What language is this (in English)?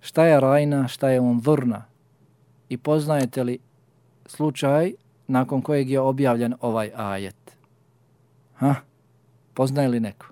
Bosnian